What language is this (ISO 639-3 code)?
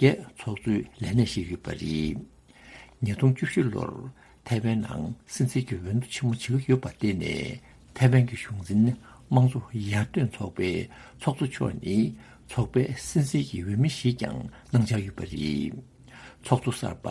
bod